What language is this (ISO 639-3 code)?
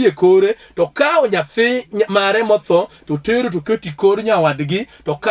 luo